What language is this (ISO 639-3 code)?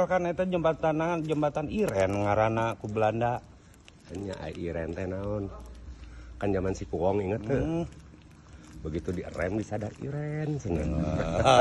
sun